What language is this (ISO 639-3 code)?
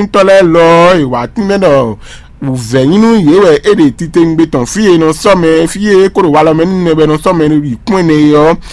fon